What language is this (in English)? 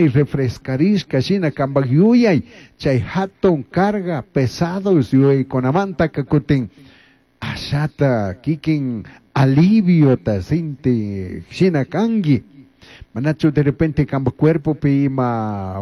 Chimborazo Highland Quichua